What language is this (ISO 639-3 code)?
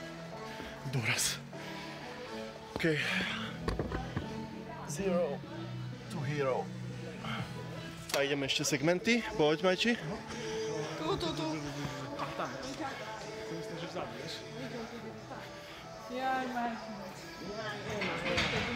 slk